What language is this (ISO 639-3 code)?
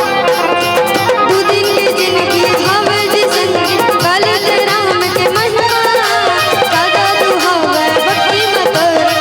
hne